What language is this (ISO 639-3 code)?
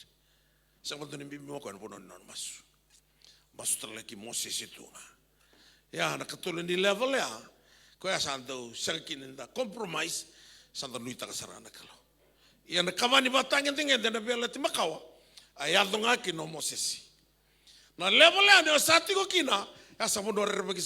fij